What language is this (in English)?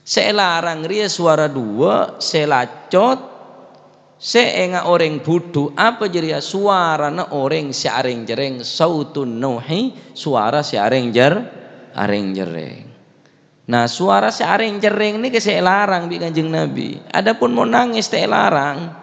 Madurese